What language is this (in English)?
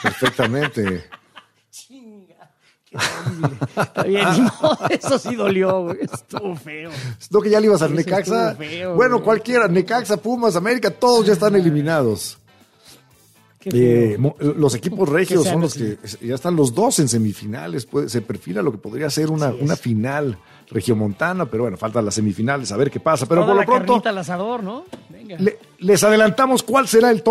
Spanish